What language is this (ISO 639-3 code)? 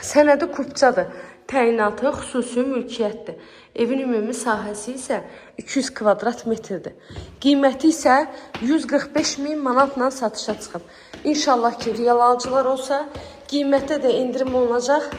aze